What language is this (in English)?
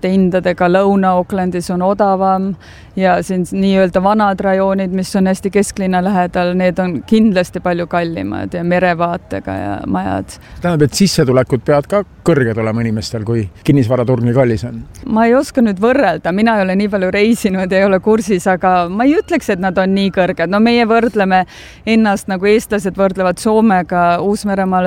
Estonian